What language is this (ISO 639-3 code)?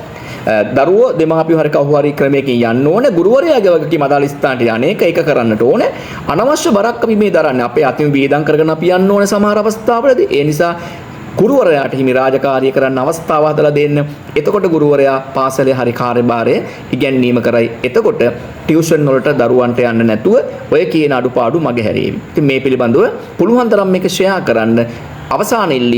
sin